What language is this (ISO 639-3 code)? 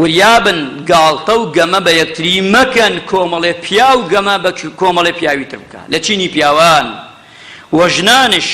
ckb